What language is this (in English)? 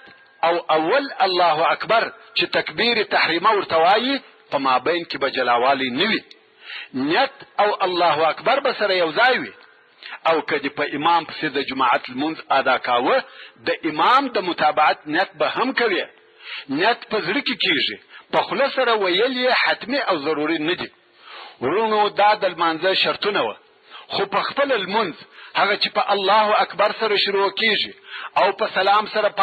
Pashto